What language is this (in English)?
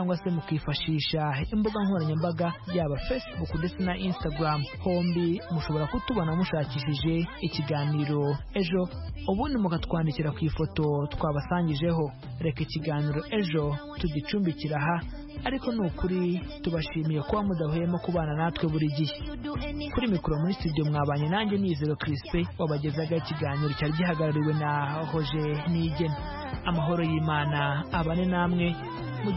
Kinyarwanda